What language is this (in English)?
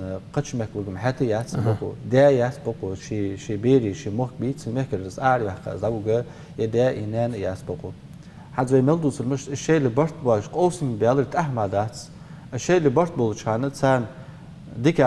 Ingush